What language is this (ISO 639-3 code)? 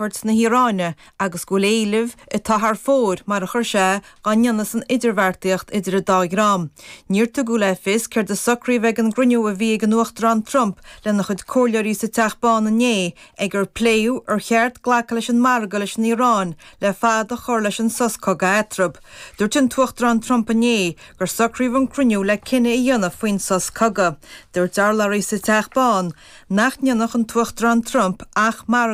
gle